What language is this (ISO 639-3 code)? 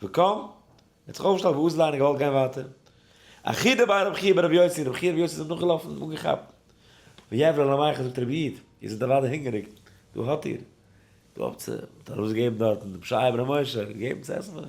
yid